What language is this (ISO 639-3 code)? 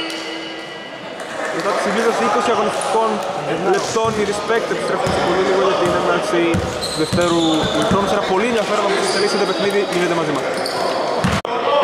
ell